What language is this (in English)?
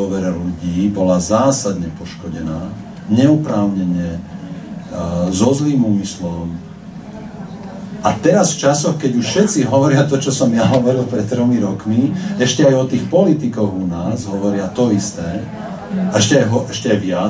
Slovak